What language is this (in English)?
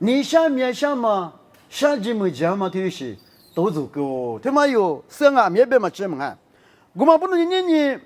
Lisu